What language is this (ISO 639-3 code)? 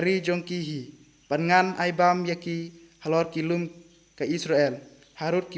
kha